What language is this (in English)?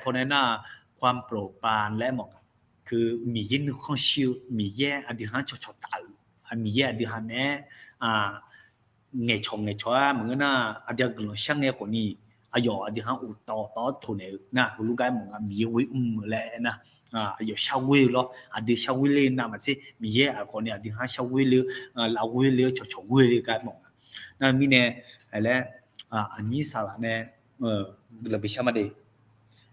Akha